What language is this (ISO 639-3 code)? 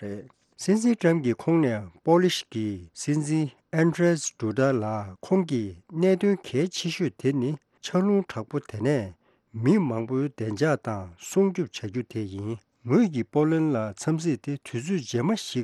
bod